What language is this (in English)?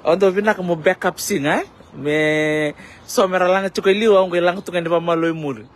Fijian